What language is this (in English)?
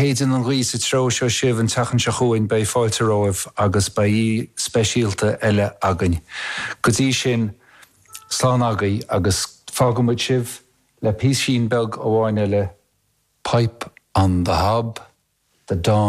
Irish